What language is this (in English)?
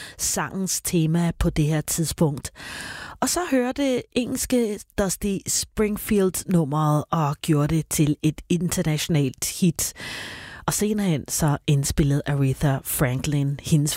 Danish